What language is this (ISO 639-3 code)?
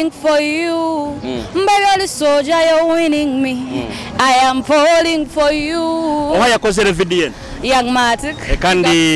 nyo